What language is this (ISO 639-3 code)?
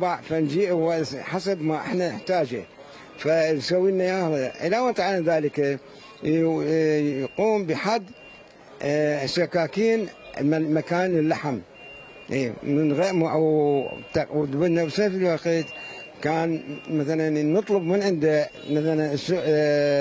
acm